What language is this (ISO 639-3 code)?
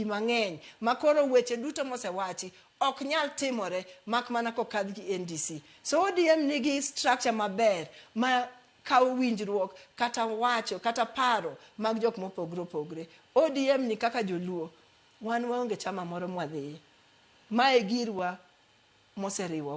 luo